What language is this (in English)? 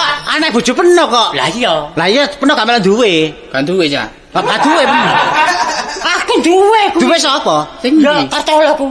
Javanese